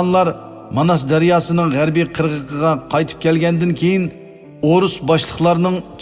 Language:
Uyghur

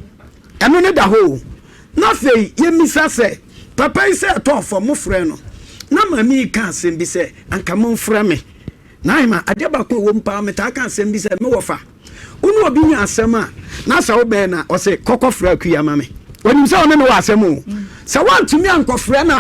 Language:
Akan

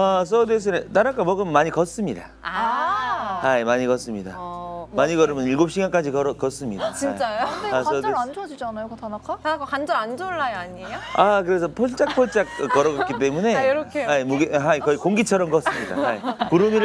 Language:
Korean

